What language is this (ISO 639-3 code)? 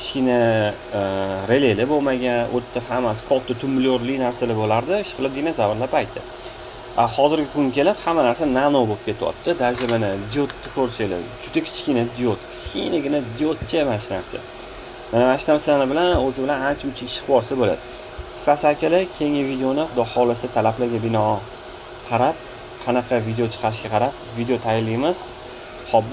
uzb